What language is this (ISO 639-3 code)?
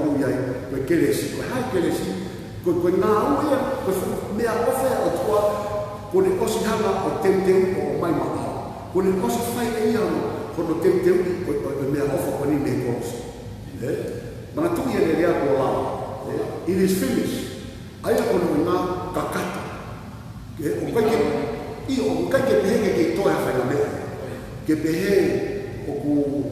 ton